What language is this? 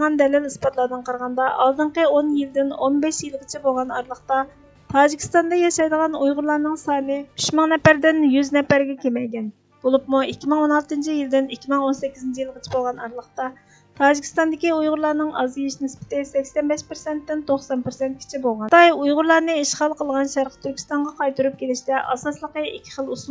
Uyghur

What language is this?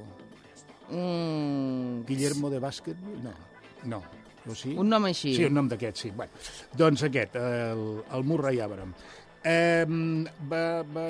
Catalan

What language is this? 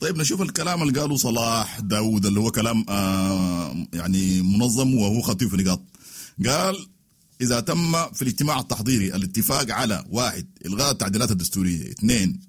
Sudanese Arabic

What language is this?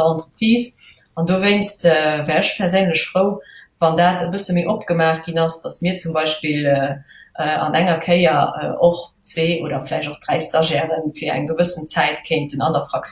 Luxembourgish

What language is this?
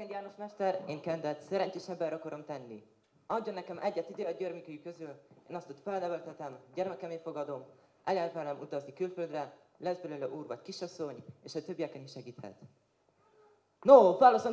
Hungarian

